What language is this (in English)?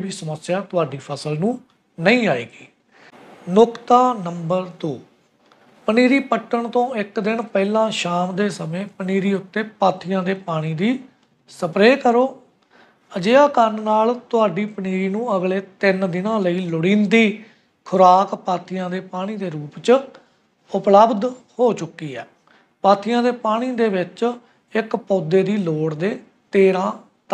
Punjabi